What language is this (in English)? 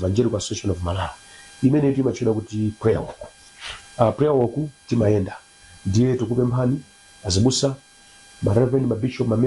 Nyanja